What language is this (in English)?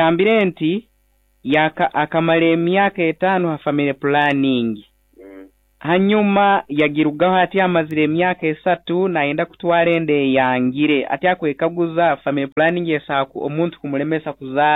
Nyoro